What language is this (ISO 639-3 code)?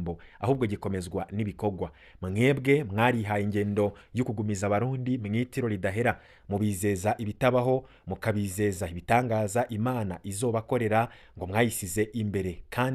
run